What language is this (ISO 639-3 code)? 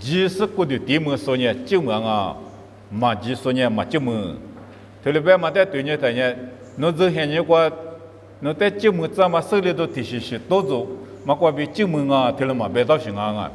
lis